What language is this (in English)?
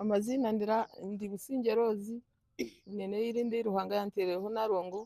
Nyankole